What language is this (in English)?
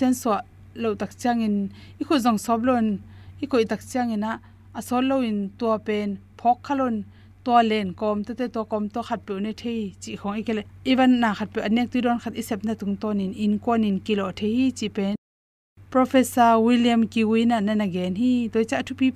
Tedim Chin